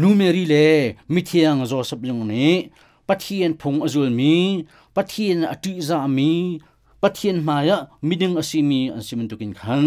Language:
Hakha Chin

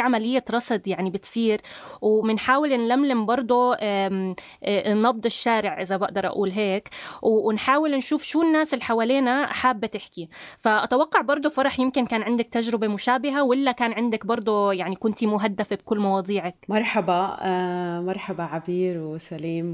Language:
North Levantine Arabic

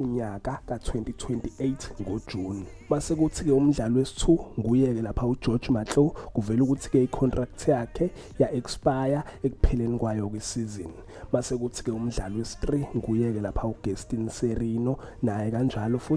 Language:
Zulu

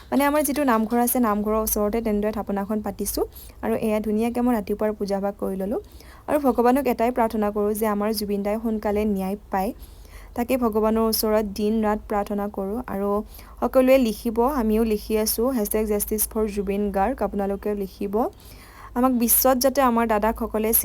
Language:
Assamese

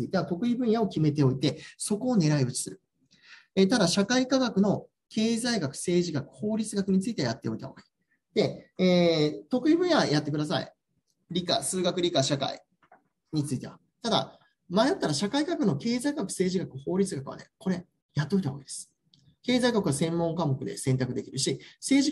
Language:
Japanese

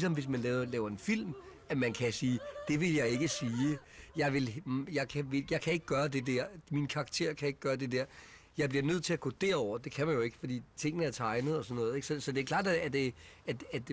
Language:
Danish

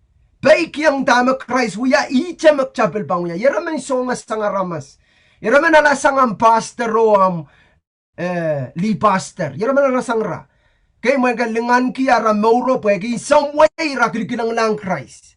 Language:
Pohnpeian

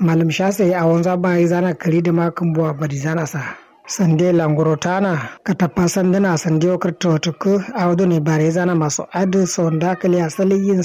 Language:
Kanuri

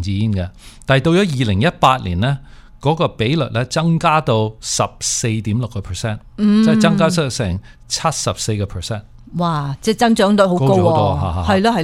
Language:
Cantonese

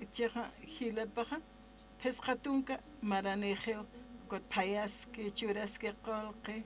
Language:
Aymara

